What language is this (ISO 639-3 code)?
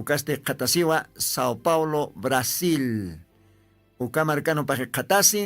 aym